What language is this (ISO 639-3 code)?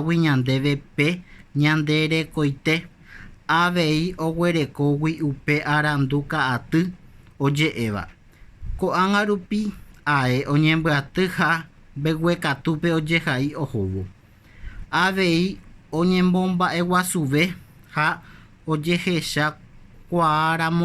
grn